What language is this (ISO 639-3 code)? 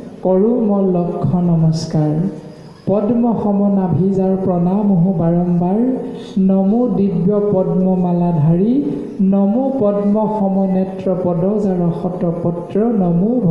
asm